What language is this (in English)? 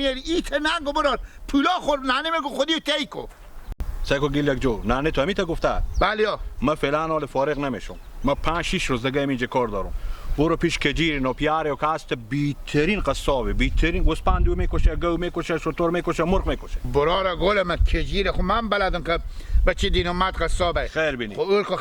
Hazaragi